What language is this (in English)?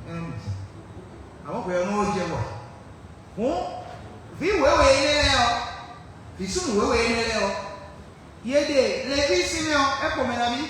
Fon